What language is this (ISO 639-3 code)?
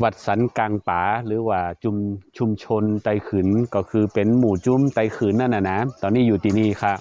shn